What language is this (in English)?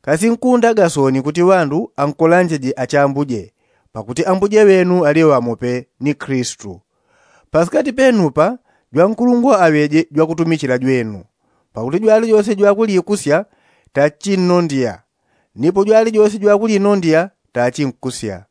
Yao